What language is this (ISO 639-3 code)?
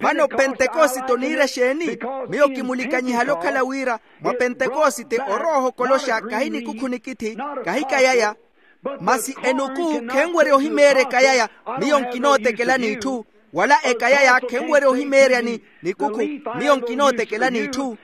vmw